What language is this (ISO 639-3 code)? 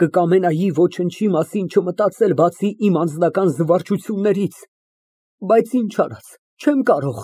hye